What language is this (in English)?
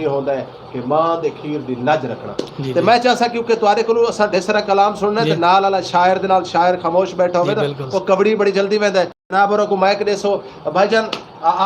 Saraiki